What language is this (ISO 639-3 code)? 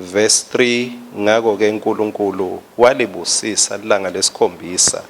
ssw